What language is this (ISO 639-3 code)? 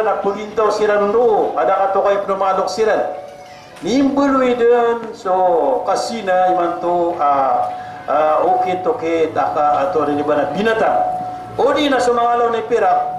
mrw